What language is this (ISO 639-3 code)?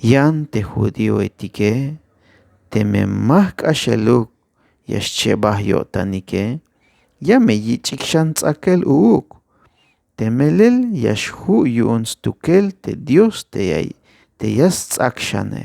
tzh